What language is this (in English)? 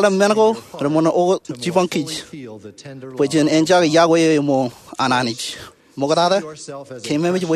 Marshallese